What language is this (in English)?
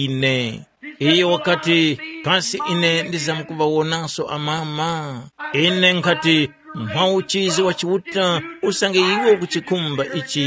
Tumbuka